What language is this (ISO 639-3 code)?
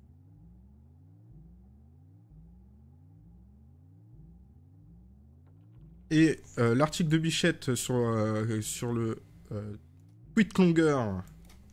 fra